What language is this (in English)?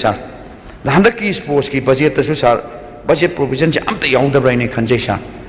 Manipuri